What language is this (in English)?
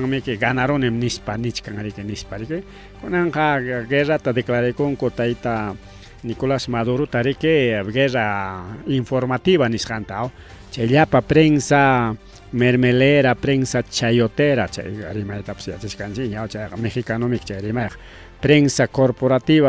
Ayacucho Quechua